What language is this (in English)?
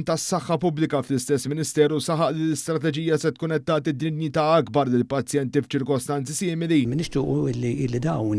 Maltese